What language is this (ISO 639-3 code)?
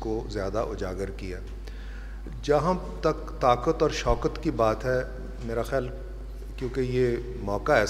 urd